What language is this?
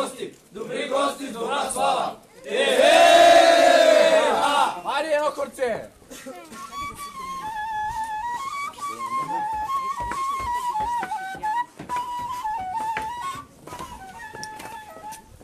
Bulgarian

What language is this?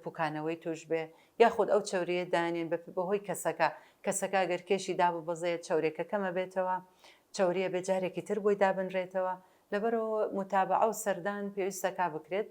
Central Kurdish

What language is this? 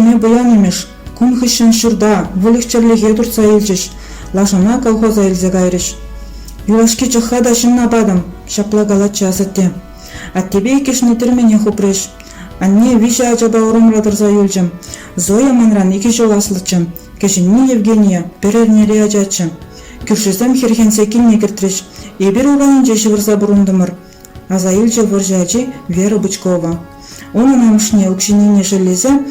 Chuvash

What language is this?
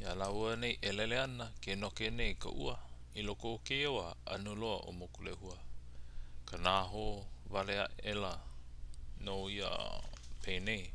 Hawaiian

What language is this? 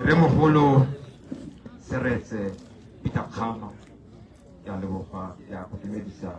Tswana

